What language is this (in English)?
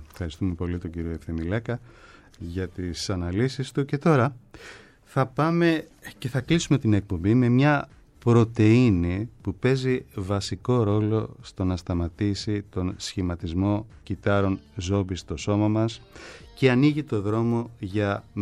Greek